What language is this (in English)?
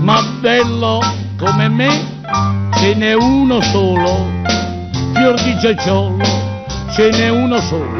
Neapolitan